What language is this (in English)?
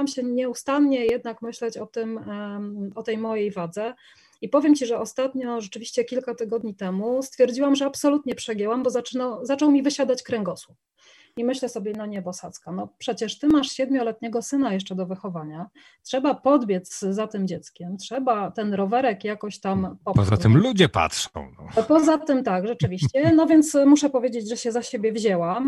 Polish